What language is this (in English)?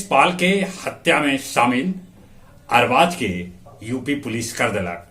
Magahi